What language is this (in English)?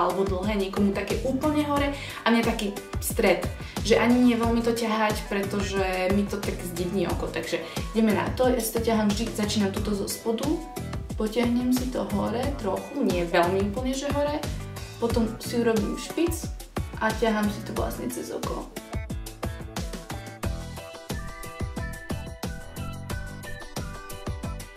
Slovak